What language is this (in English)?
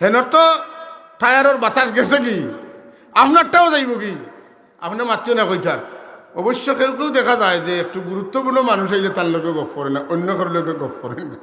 Sylheti